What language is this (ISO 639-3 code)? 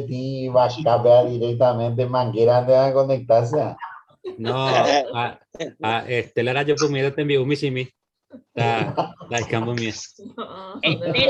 grn